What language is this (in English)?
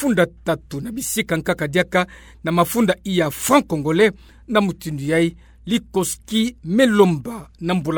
Kituba (Democratic Republic of Congo)